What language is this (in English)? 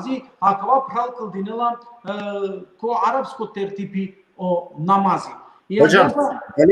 Balkan Romani